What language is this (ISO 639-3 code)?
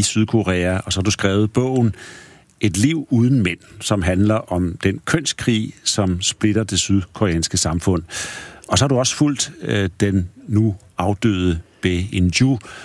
dan